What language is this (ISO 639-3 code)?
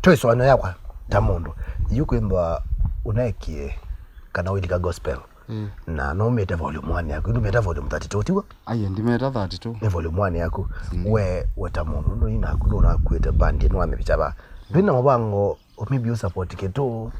kam